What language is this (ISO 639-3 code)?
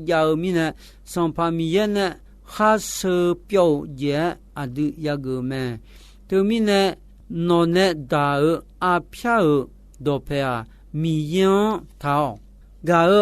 ahk